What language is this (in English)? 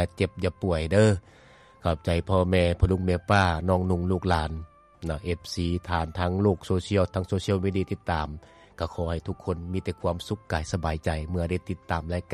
Lao